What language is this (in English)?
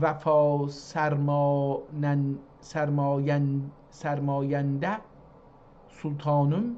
South Azerbaijani